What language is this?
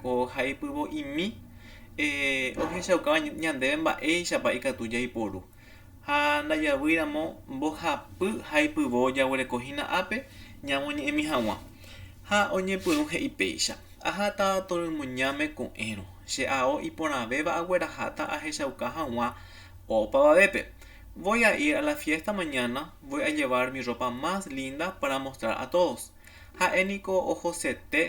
Guarani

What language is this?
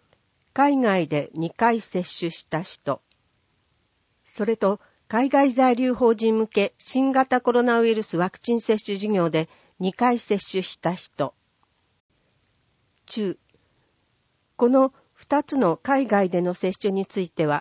Japanese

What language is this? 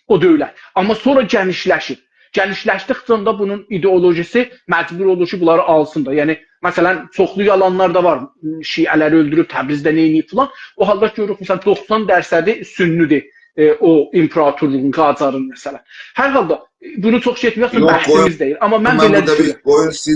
South Azerbaijani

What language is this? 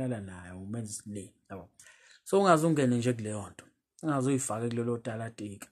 Zulu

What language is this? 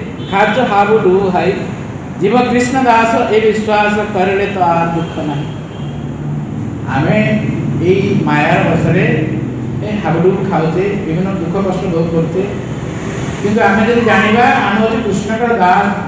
Odia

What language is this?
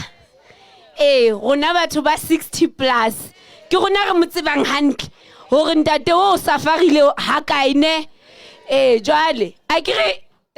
Southern Sotho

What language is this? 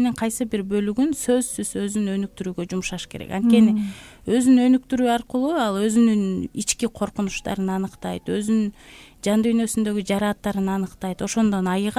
Kyrgyz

